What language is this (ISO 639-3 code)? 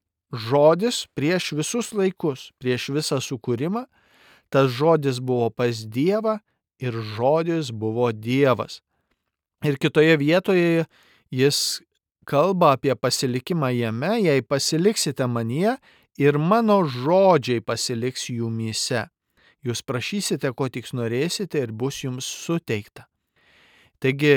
lit